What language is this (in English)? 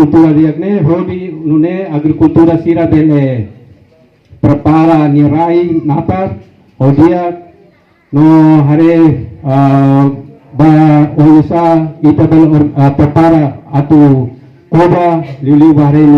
Tetum